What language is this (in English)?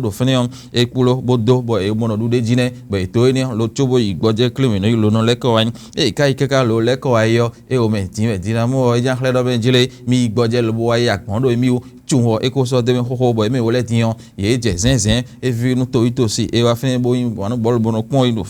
Fon